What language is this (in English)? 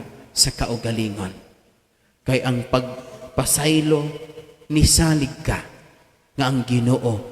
Cebuano